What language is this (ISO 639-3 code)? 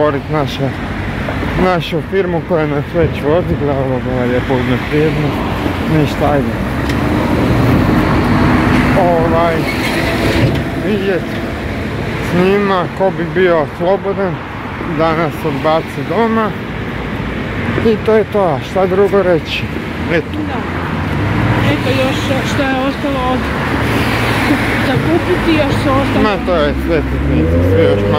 hrv